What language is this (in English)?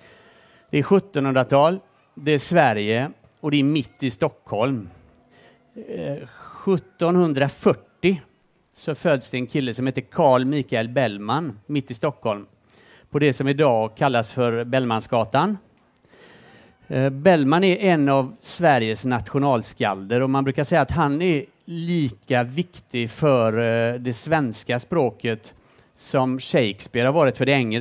Swedish